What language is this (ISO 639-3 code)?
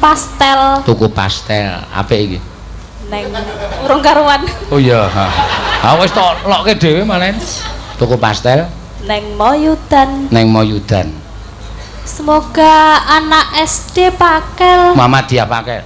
jav